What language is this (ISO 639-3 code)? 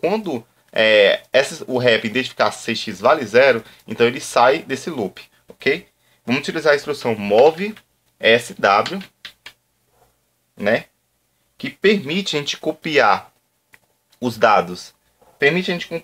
por